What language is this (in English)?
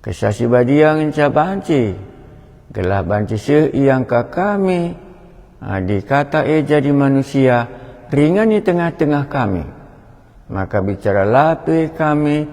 Batak Karo